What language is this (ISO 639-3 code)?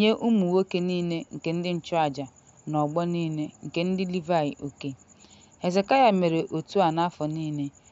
ibo